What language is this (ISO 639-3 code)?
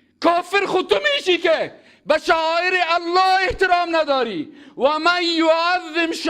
fas